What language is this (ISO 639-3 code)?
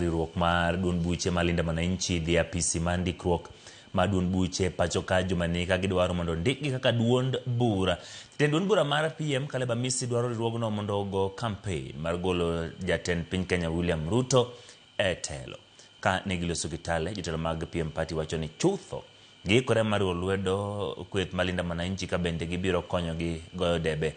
luo